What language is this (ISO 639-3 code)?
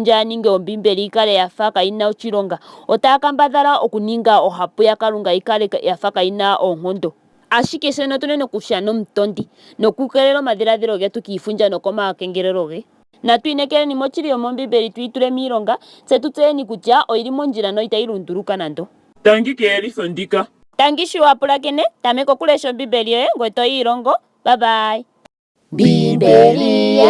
ndo